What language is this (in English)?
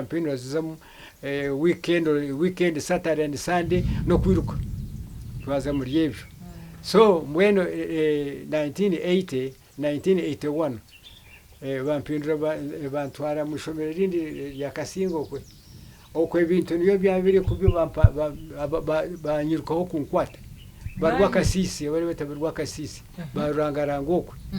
Nyankole